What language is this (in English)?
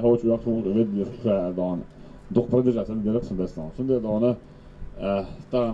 Chechen